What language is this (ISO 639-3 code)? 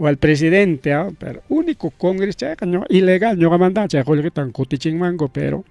quy